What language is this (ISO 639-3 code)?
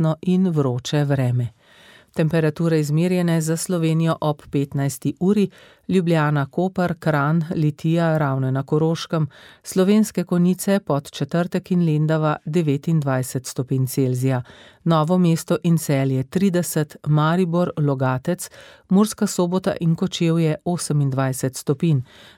slv